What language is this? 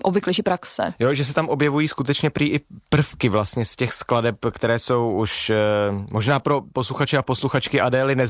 Czech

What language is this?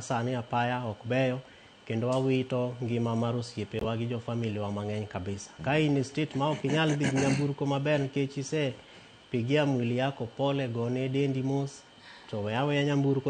Luo (Kenya and Tanzania)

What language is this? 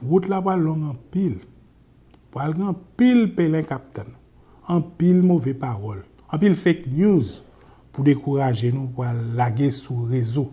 Haitian Creole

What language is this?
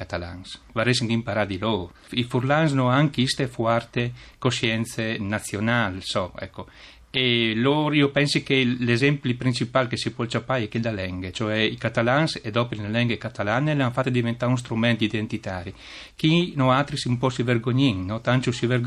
Friulian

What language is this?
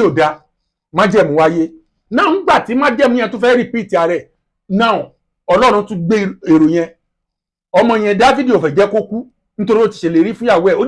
Yoruba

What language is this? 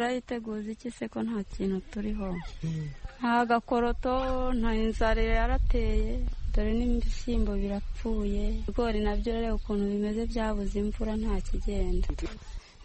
Kinyarwanda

